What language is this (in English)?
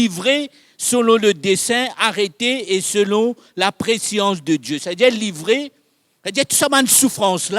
Morisyen